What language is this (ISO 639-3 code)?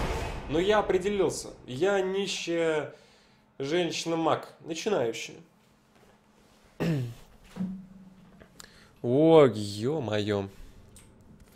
rus